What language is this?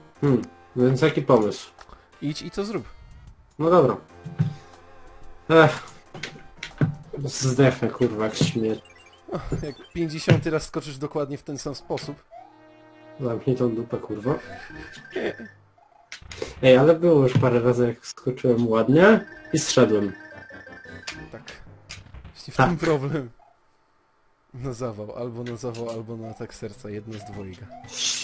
Polish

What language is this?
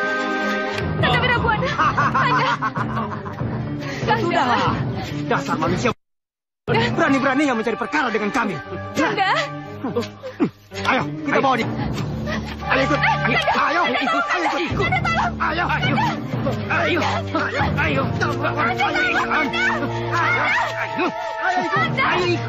Indonesian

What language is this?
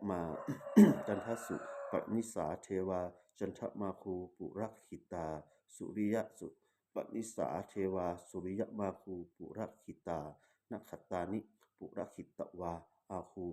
Pali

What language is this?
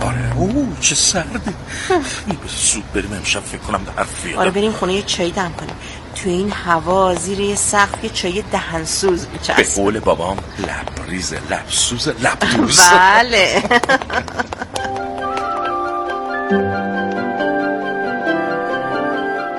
Persian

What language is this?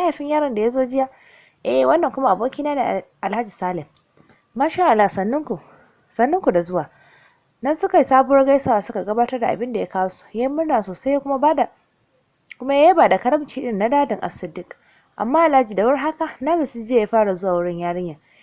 Hausa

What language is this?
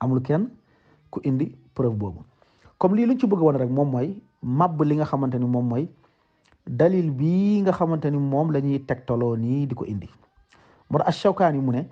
Wolof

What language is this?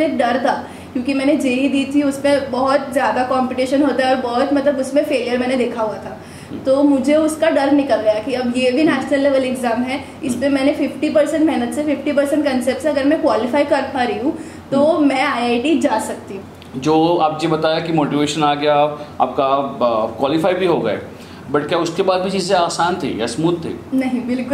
Hindi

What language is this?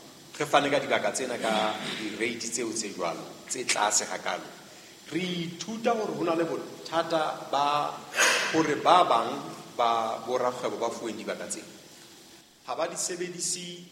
Southern Sotho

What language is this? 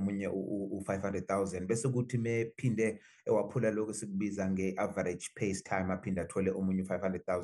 Zulu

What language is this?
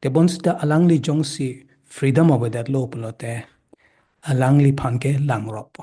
Karbi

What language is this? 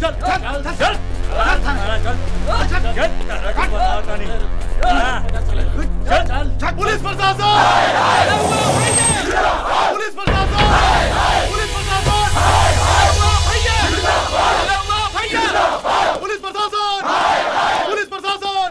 Bhojpuri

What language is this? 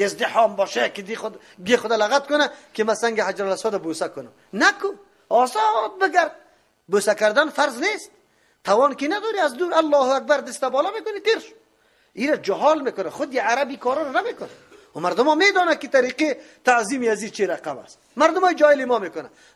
Persian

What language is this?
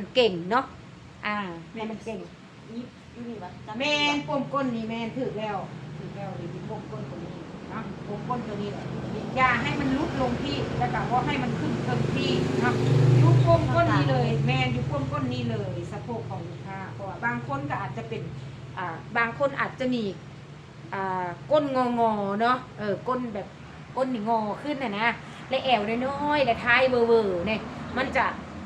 Lao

